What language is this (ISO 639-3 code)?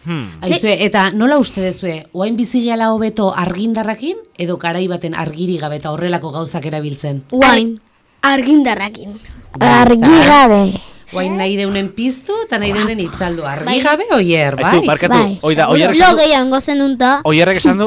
eus